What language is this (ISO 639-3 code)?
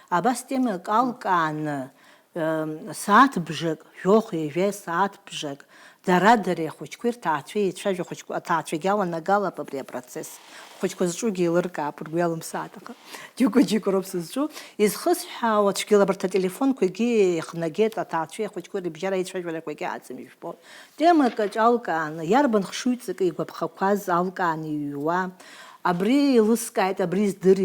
abk